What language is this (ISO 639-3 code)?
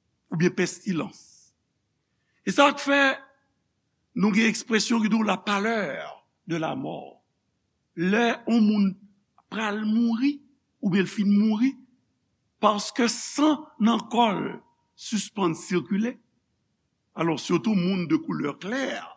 hat